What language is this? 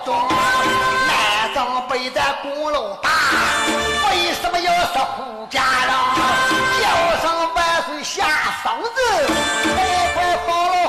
Chinese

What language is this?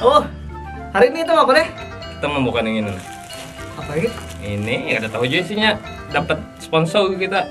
Banjar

